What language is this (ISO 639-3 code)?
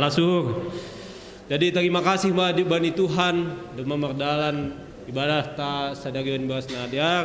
bts